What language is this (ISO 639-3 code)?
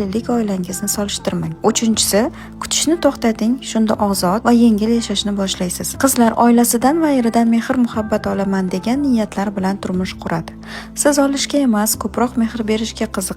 uzb